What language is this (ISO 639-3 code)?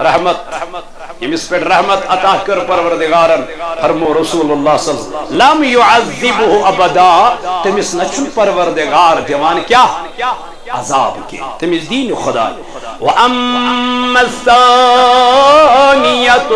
kas